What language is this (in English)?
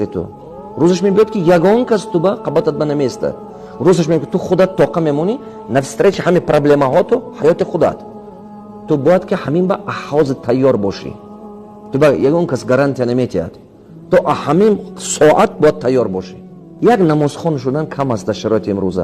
Tajik